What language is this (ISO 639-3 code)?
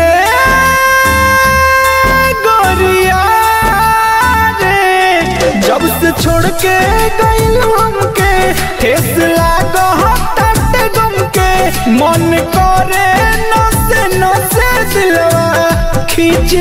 bho